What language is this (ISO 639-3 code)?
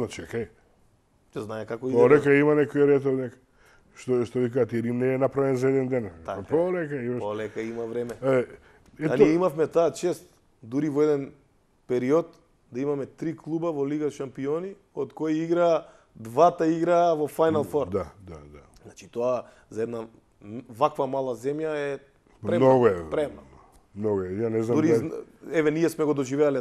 mkd